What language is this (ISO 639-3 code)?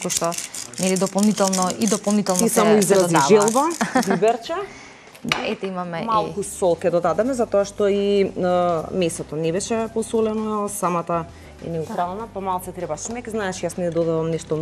mkd